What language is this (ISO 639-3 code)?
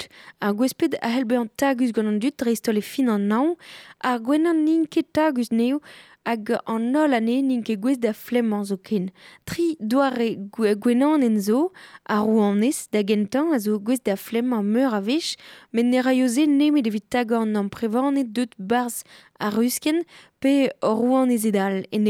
bre